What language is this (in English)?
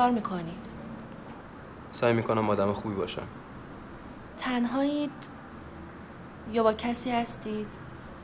Persian